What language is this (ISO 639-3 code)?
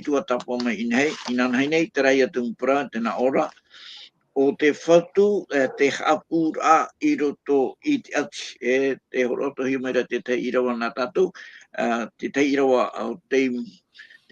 tah